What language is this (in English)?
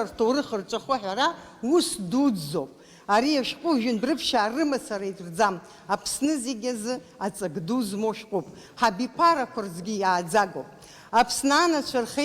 Abkhazian